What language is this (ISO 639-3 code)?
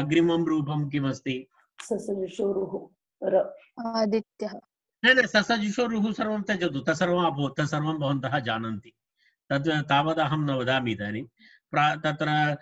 san